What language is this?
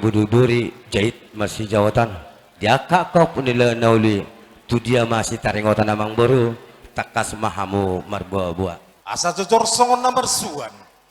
Batak Toba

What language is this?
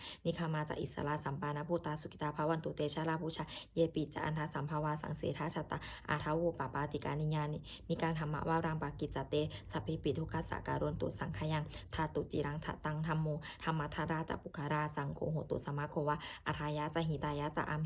Pali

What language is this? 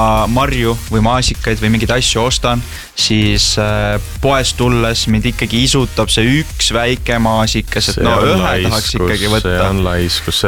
Estonian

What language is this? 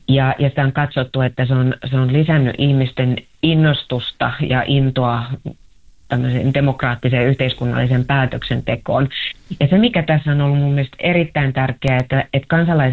Finnish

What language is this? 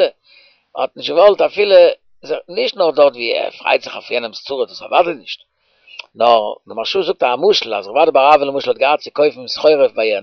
Yiddish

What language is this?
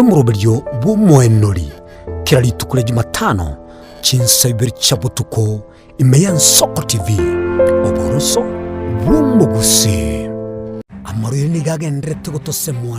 Gusii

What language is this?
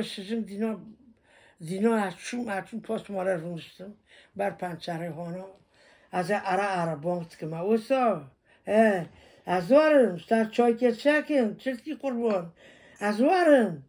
Kurdish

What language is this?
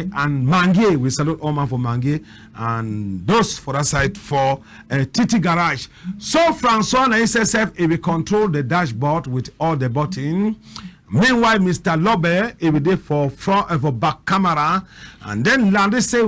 Cameroon Pidgin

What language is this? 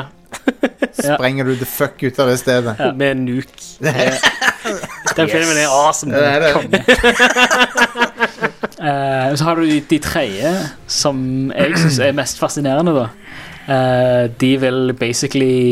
Norwegian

